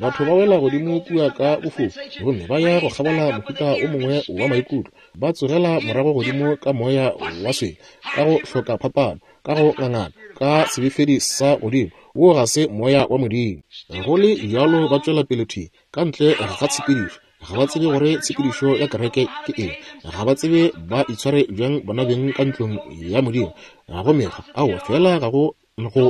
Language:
Northern Sotho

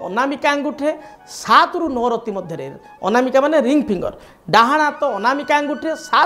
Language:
Odia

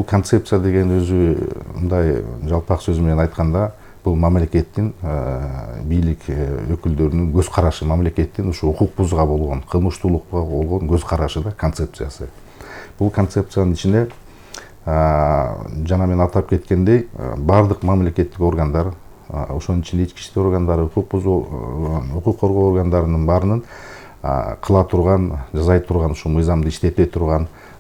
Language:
Kyrgyz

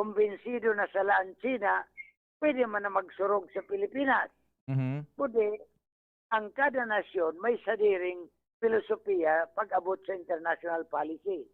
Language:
Bikol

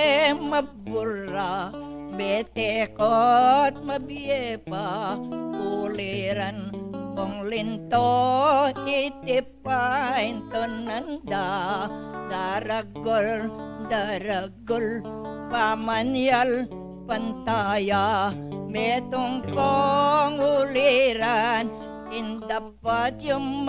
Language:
Pampanga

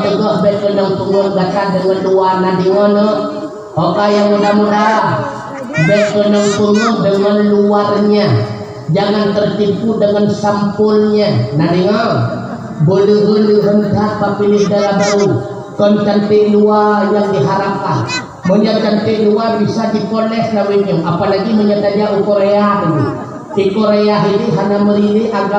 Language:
Achinese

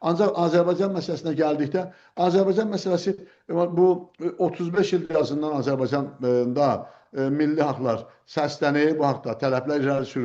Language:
South Azerbaijani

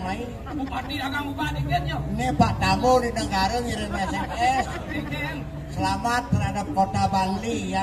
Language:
Balinese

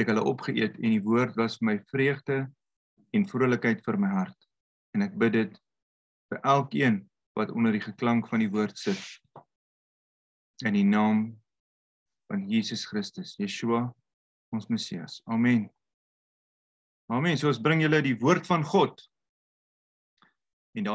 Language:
Afrikaans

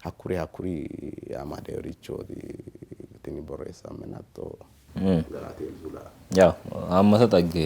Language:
Sidamo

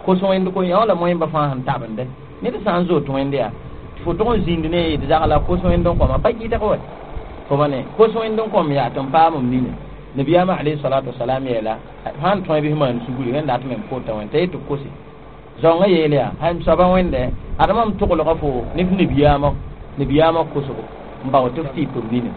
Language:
Mossi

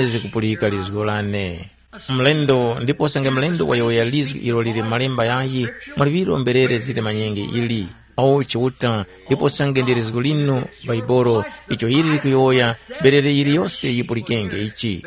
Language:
Tumbuka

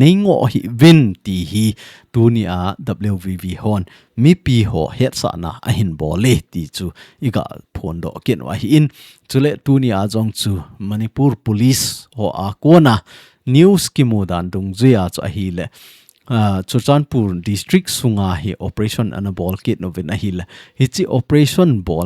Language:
Thado Chin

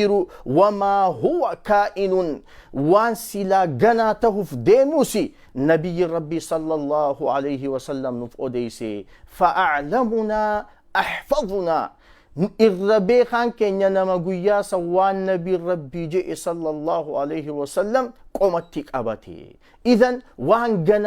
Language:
Oromo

